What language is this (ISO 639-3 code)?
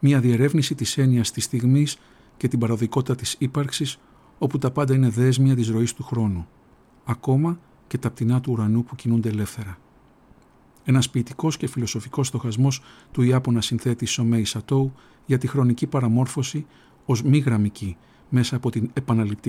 ell